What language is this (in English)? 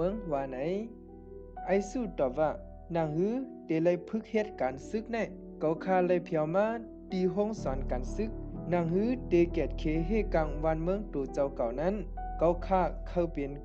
Shan